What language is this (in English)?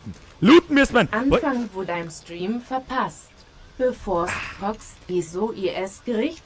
Bavarian